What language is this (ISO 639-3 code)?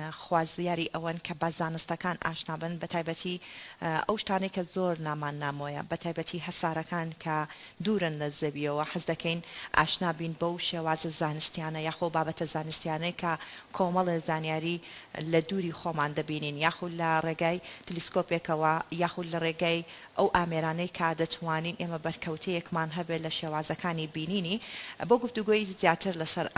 ckb